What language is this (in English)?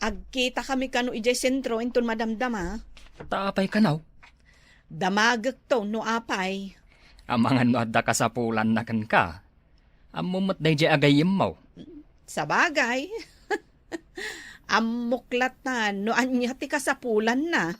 Iloko